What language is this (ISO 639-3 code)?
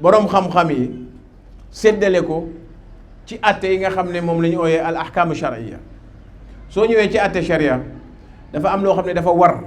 wol